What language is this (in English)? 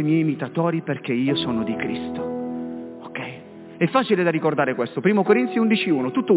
Italian